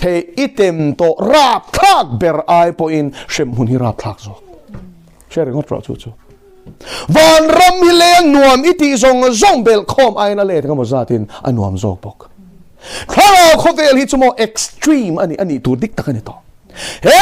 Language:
Mizo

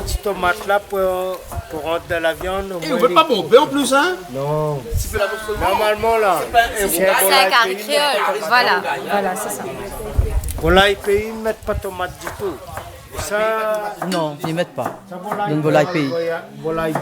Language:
Réunion Creole French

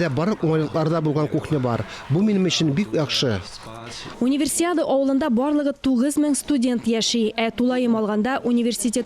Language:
Tatar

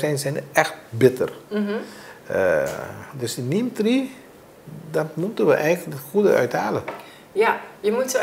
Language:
Dutch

